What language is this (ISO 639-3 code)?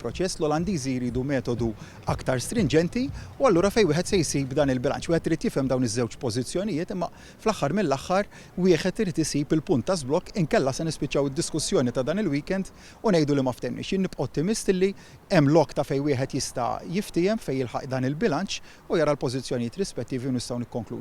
mlt